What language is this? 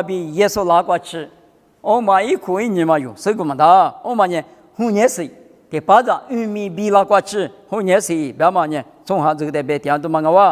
Lisu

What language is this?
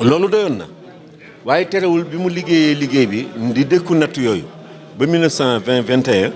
Wolof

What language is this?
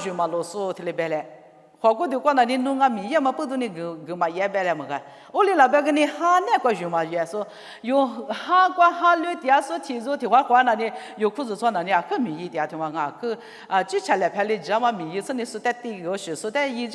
Lisu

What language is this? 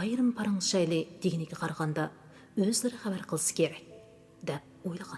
Uyghur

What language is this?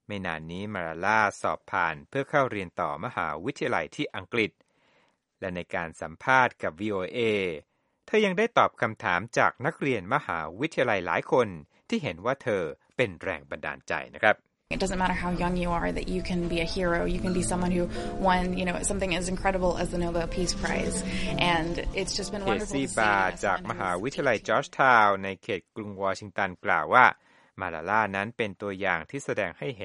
Thai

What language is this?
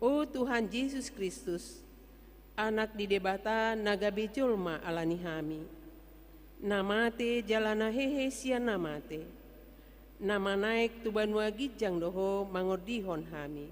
Batak Toba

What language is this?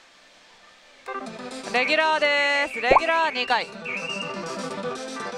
Japanese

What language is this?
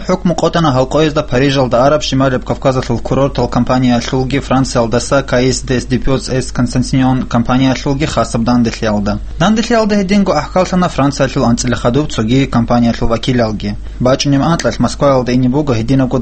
Avaric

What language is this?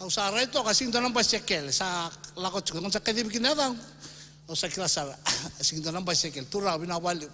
Fijian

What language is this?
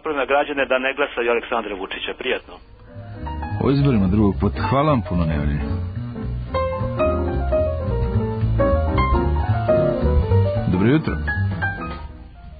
Serbian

